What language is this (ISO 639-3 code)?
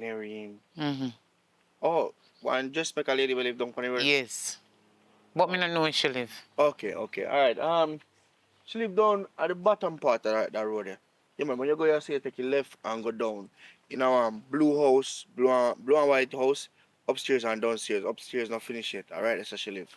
jam